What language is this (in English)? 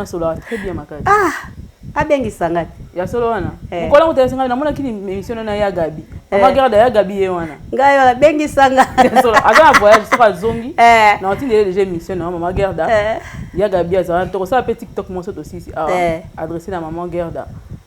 Lingala